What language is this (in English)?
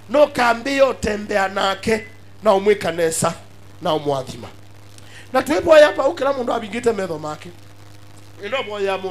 Kamba